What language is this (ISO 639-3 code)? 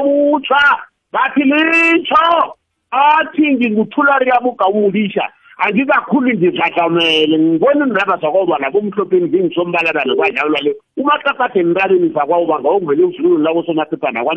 nbl